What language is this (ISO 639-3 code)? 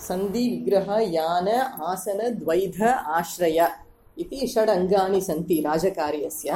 san